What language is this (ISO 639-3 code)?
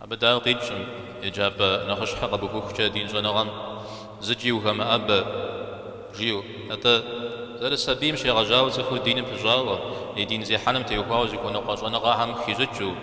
kbd